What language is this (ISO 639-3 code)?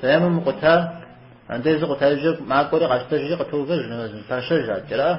kbd